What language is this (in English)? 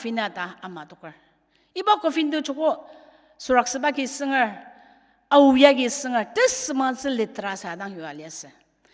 Ao Naga